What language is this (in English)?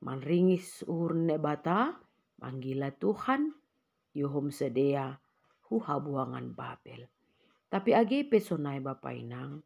Batak Simalungun